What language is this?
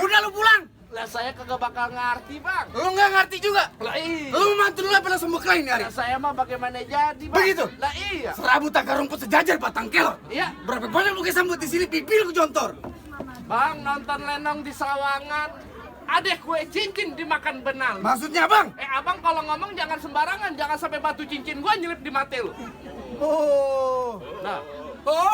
Betawi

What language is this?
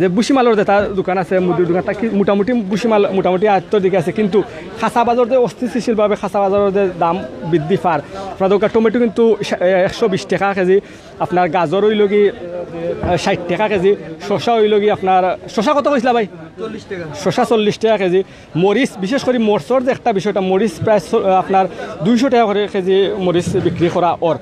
Sylheti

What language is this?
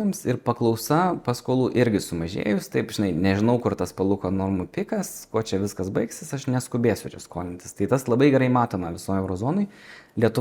Lithuanian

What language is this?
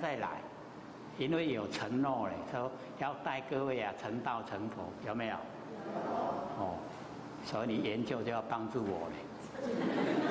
Chinese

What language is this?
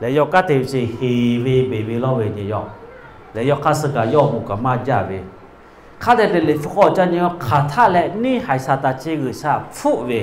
Lahu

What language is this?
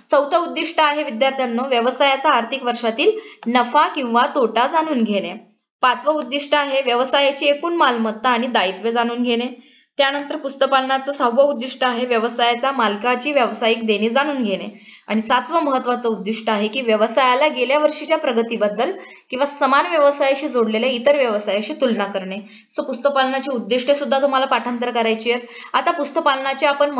Marathi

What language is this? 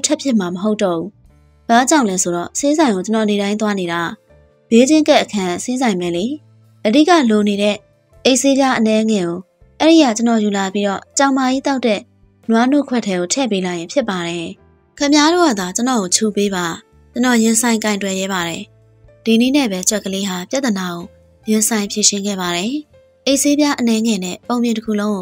Burmese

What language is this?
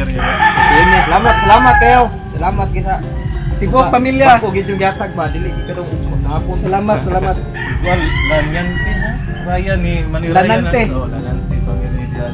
Cebuano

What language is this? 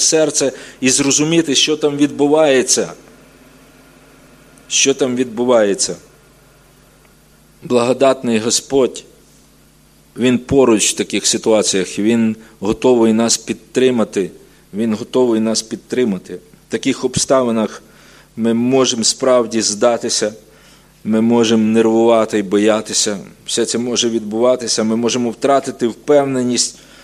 Ukrainian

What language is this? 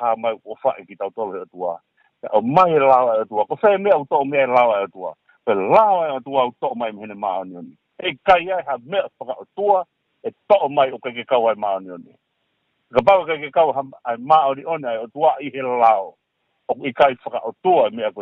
Tongan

